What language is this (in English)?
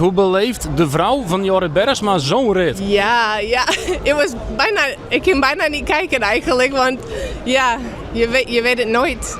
Western Frisian